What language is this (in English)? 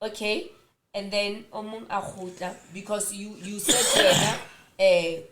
Southern Sotho